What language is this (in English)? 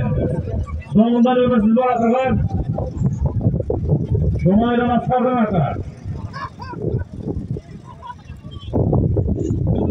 Kazakh